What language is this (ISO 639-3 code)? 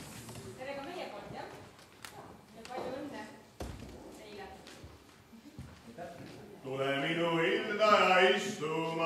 est